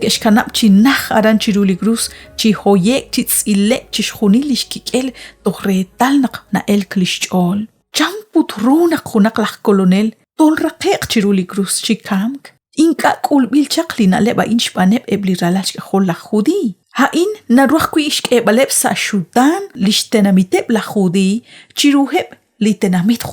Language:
Kekchí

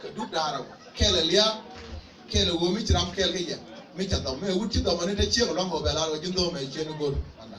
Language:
Nuer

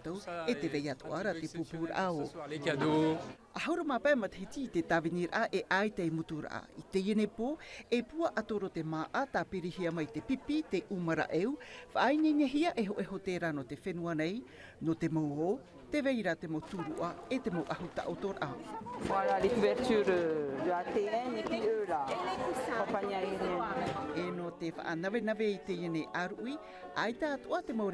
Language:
Tahitian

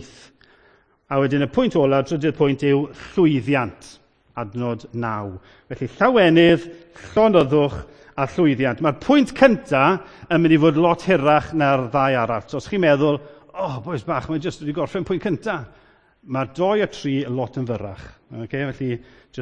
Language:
Welsh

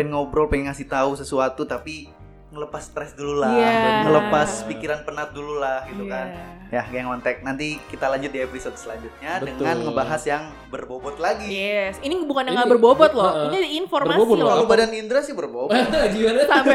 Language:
Indonesian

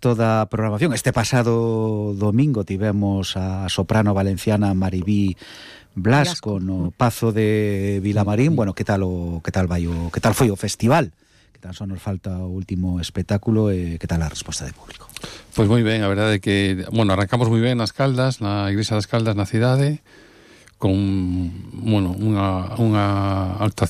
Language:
Galician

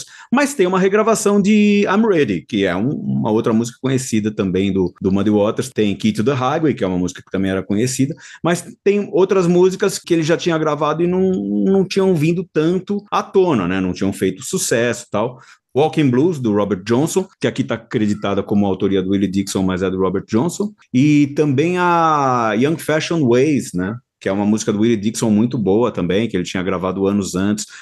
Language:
Portuguese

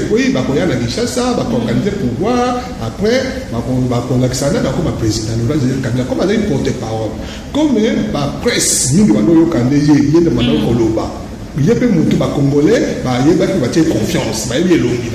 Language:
Lingala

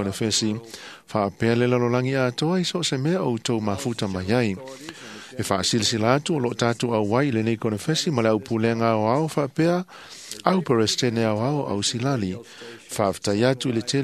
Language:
Samoan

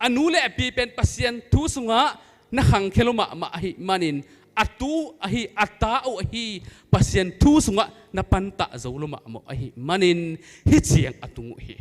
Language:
Tedim Chin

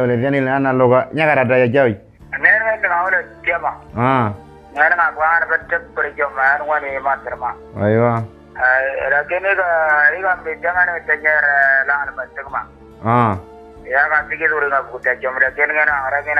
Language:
Moro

